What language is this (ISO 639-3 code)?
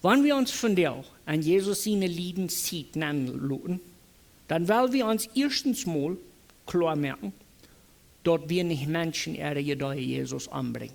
pdt